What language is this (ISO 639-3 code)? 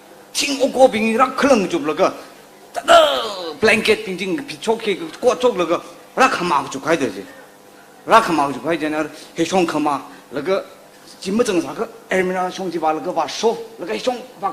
nmf